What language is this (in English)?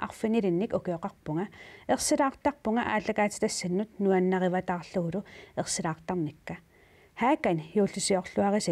Kalaallisut